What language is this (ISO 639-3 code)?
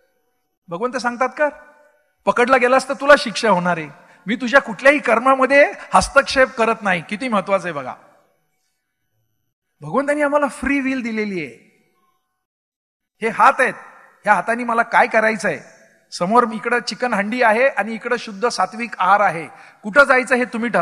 mar